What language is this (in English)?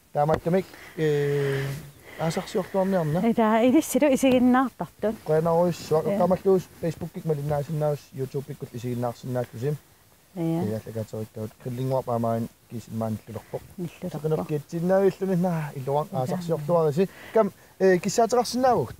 Kalaallisut